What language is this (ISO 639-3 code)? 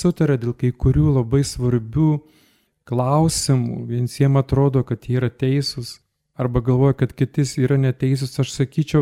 lit